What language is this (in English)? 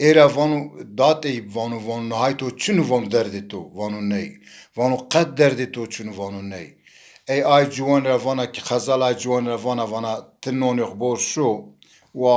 Zaza